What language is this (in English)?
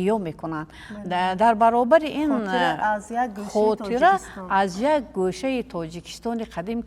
Tajik